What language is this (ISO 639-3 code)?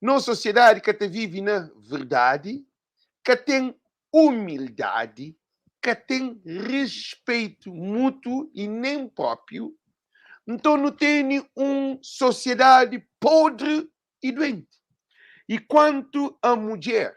kea